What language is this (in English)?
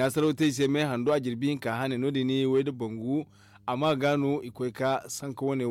Zarma